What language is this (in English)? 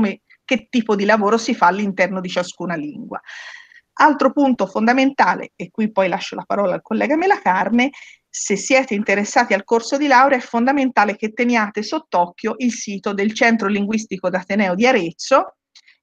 Italian